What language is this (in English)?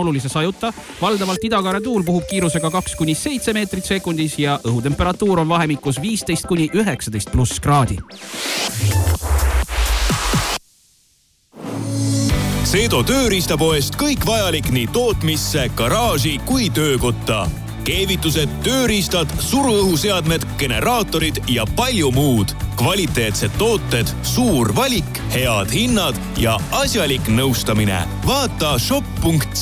Estonian